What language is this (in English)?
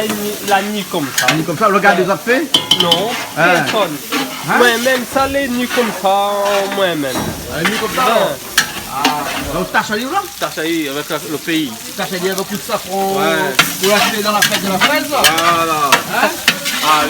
Réunion Creole French